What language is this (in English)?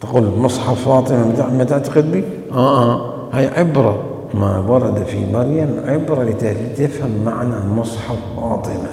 Mesopotamian Arabic